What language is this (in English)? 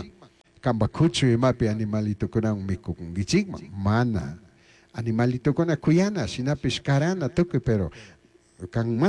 Chimborazo Highland Quichua